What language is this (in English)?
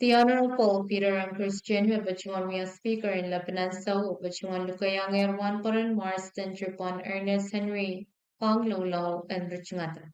Pohnpeian